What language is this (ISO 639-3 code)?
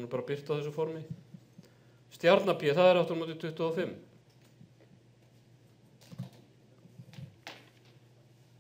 isl